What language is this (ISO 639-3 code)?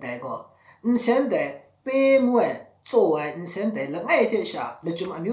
mhx